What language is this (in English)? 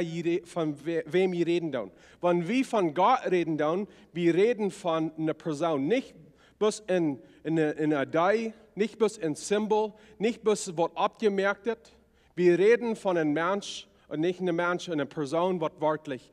Plautdietsch